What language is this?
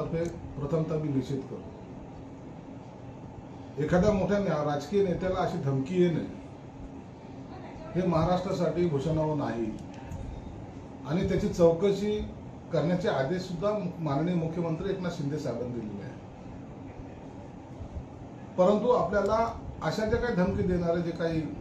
Marathi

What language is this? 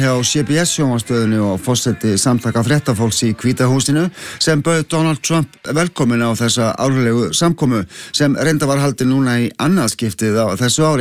Icelandic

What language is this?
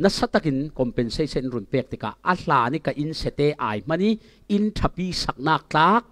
Falam Chin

